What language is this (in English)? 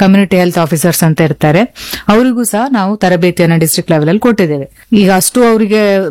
Kannada